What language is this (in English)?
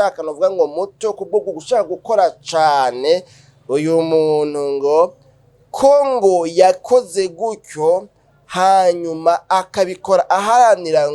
Rundi